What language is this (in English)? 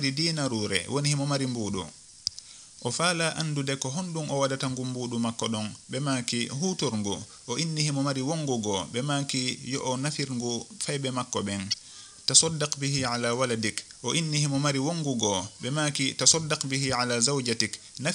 Fula